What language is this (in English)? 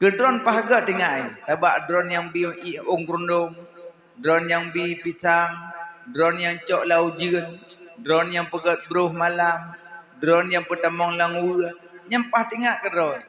Achinese